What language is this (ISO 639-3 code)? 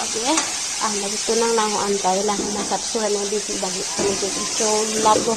mjw